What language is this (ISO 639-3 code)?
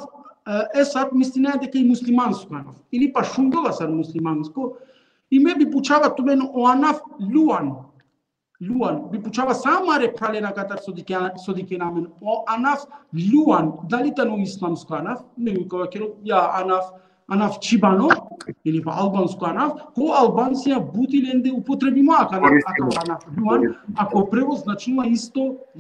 rmn